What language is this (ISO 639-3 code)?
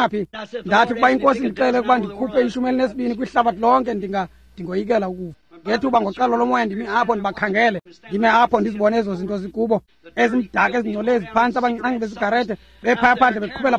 xho